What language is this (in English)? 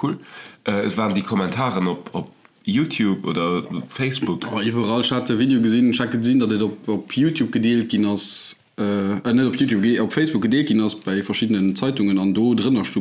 Luxembourgish